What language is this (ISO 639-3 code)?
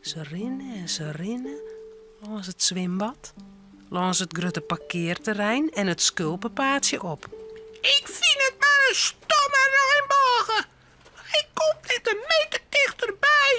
fry